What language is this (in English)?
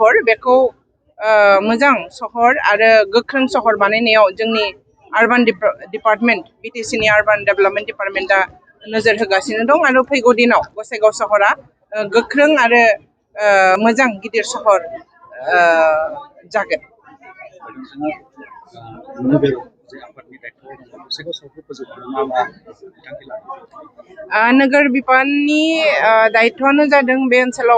Bodo